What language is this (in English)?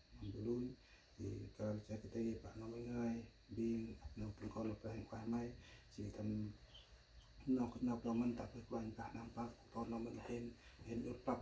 Central Mnong